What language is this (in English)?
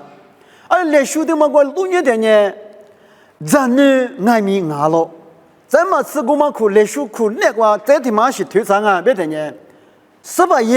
Lisu